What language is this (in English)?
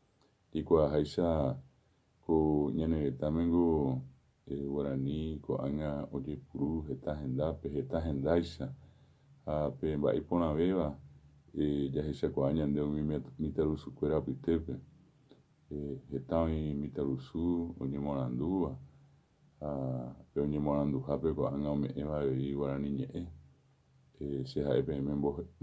Guarani